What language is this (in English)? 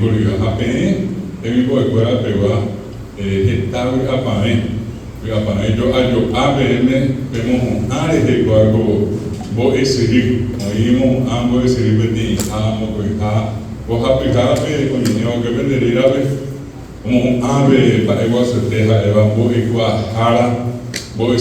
Guarani